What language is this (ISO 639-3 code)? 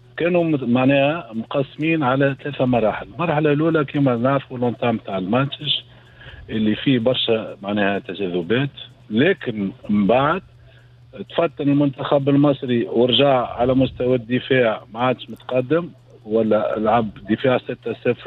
aeb